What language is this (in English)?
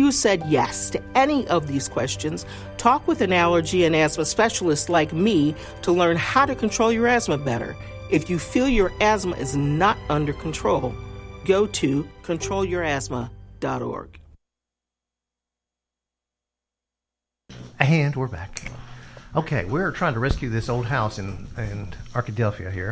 English